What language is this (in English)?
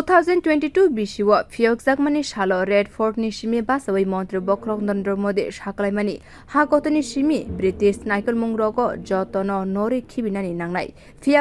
Kok Borok